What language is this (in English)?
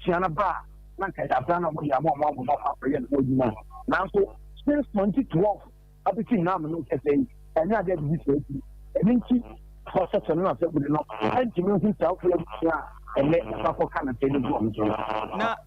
Akan